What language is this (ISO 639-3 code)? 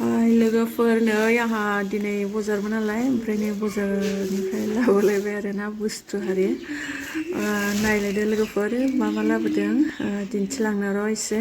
brx